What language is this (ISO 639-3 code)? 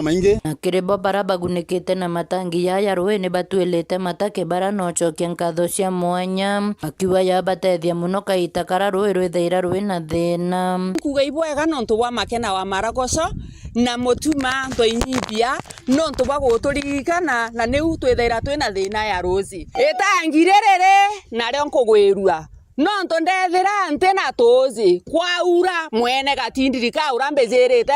mer